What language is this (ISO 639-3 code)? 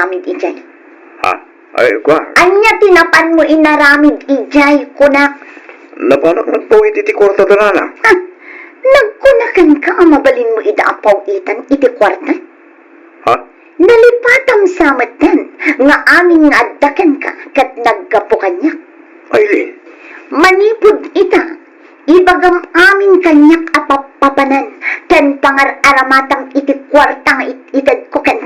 ilo